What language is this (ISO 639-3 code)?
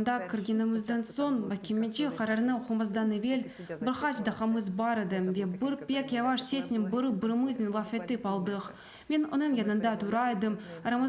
crh